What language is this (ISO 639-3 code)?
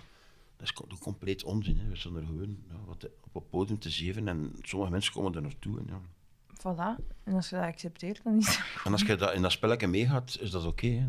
nld